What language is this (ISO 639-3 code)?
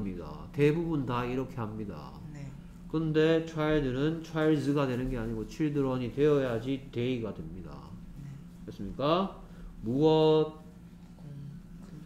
kor